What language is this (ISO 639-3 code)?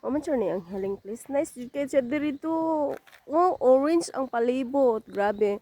ceb